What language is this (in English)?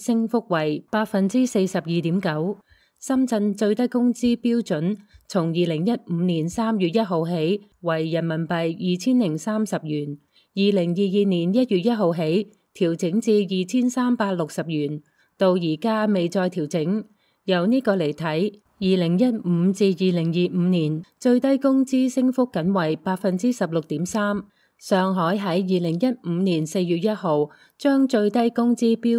Cantonese